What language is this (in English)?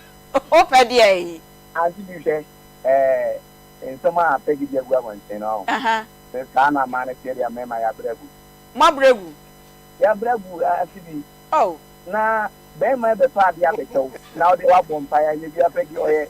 Akan